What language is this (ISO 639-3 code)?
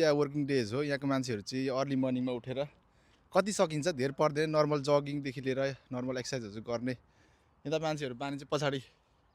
nep